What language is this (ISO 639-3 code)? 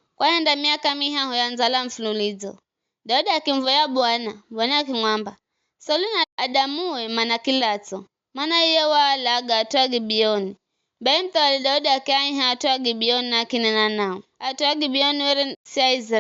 nyf